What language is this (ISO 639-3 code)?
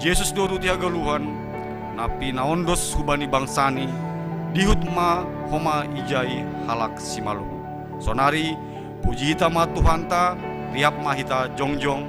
bts